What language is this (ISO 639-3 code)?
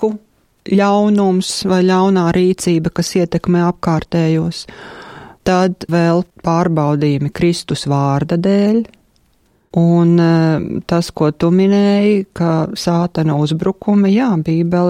lav